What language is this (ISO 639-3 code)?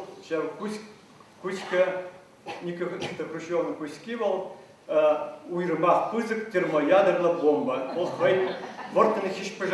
chv